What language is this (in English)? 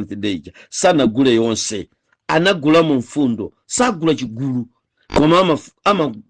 Nyanja